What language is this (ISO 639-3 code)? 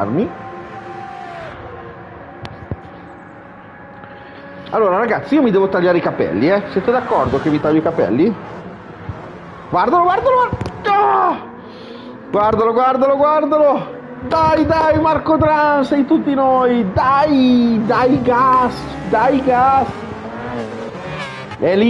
ita